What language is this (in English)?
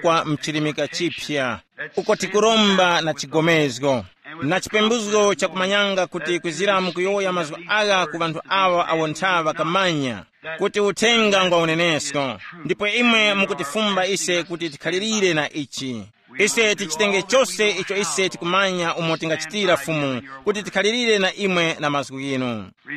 Tumbuka